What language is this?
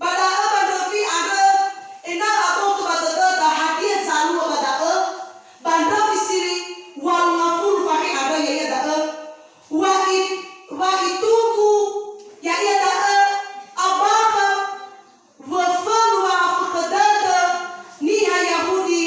Nias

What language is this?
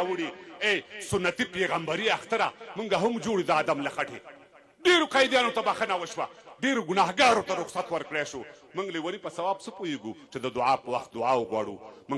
Pashto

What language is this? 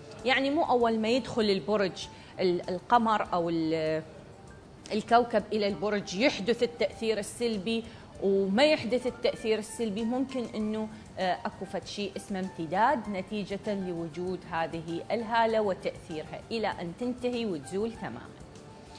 Mesopotamian Arabic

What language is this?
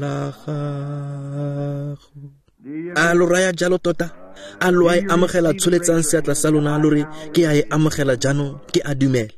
Tswana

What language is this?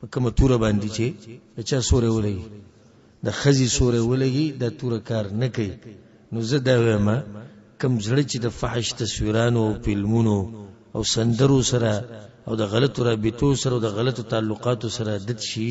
Pashto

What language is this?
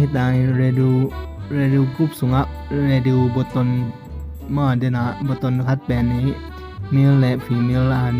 Tedim Chin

